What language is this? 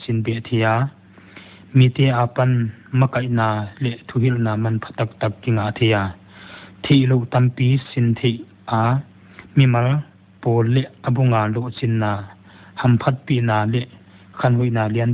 Paite Chin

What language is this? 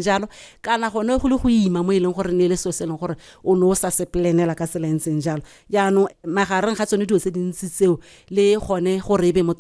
Tswana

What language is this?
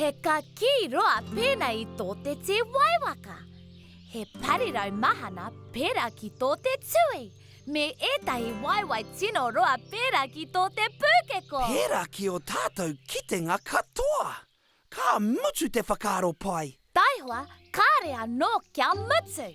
Māori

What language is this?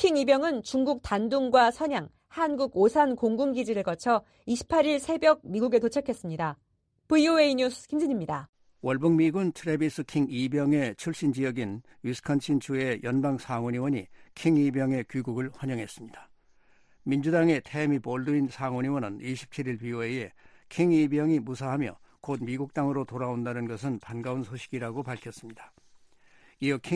Korean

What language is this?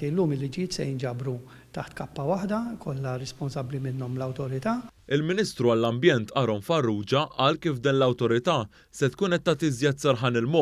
Maltese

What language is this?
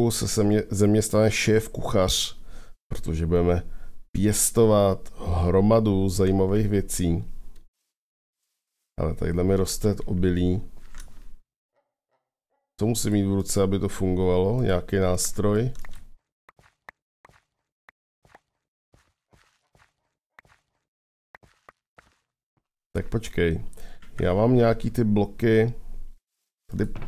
Czech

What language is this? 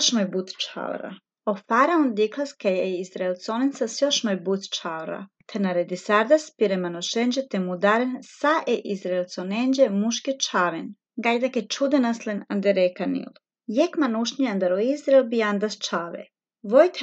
Slovenian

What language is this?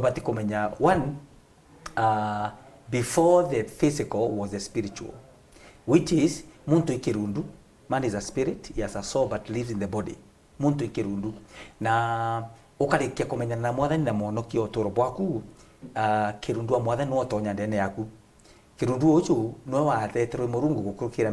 Meru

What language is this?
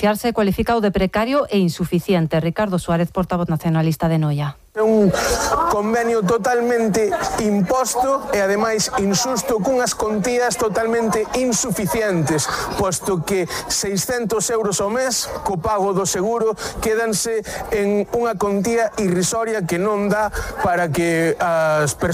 Galician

